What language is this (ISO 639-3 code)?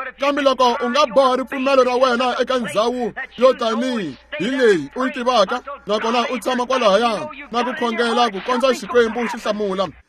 tso